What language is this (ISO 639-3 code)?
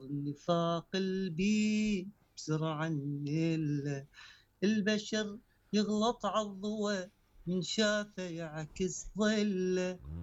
acm